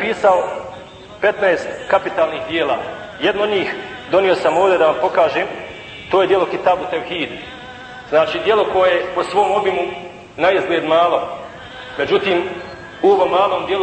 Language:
Bosnian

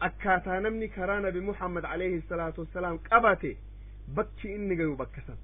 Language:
Oromo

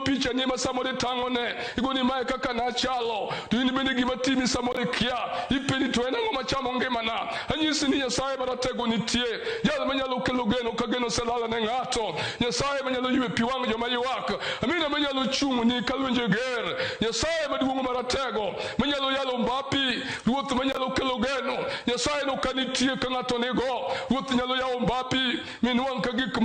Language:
Luo (Kenya and Tanzania)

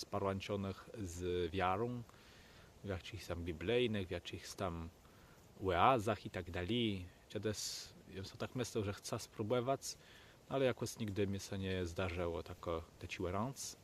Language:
Kashubian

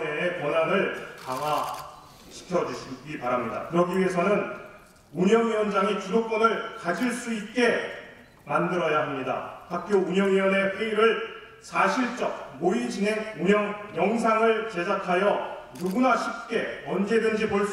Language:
Korean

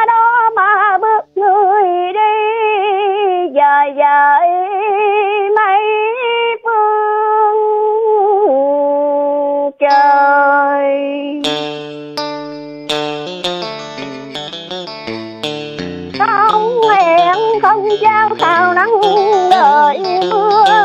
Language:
Vietnamese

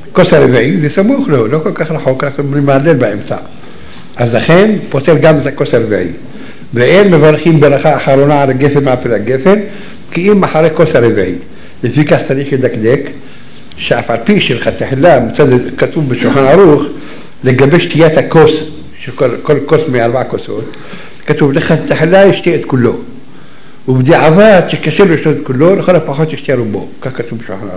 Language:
Hebrew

